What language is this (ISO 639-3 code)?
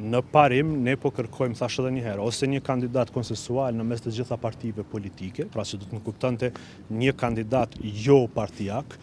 sqi